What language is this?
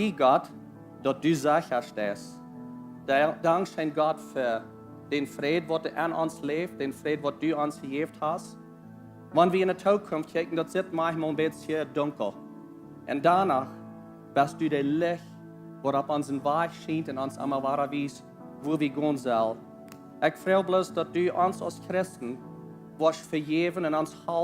Plautdietsch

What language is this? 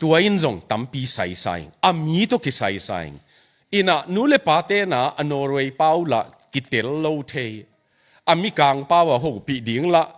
Tedim Chin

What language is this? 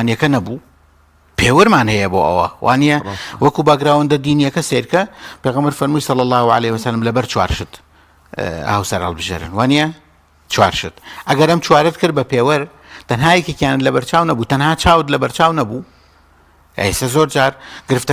Central Kurdish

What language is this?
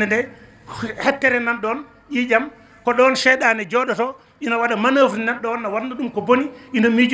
Fula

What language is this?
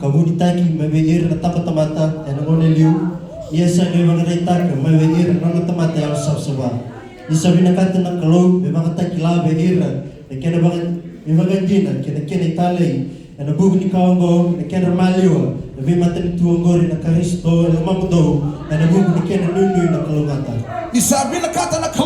Fijian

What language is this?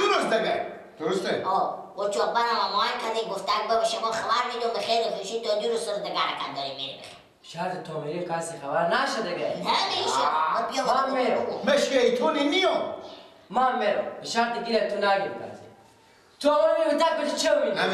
Persian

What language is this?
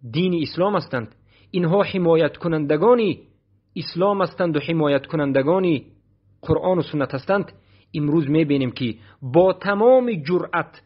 Persian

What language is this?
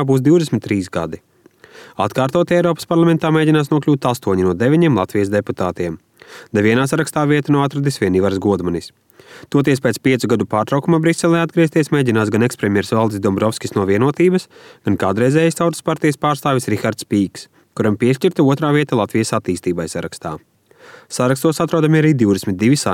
Latvian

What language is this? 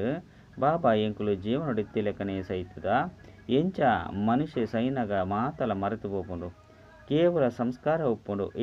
Tulu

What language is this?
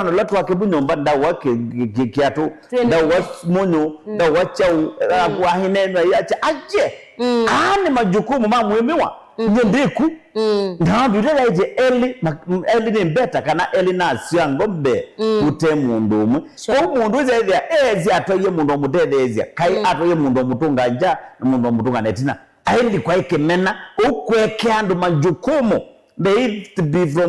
Kamba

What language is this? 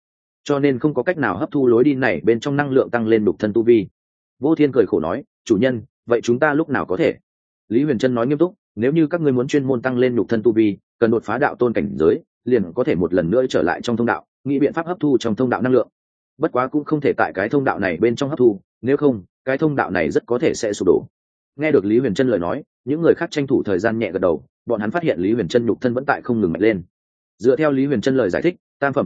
Vietnamese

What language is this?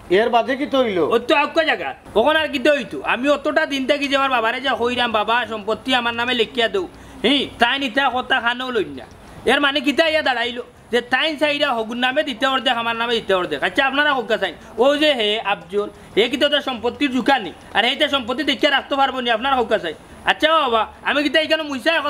Sylheti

